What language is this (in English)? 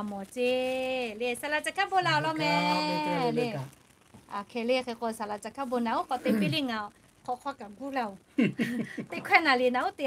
Lahu